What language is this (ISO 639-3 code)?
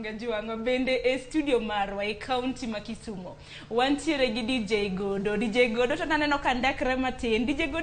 luo